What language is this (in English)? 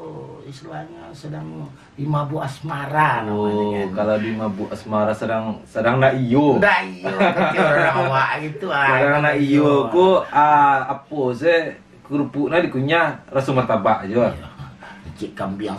Minangkabau